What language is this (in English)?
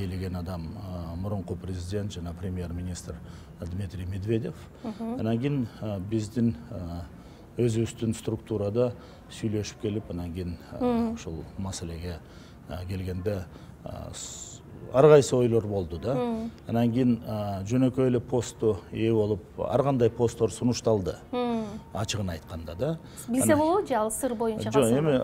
Kyrgyz